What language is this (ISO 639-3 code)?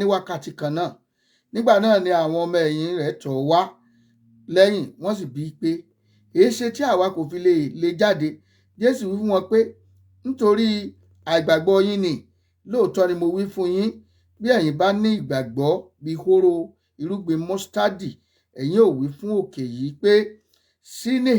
yor